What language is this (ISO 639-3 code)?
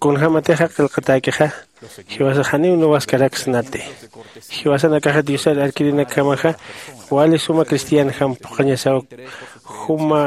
aym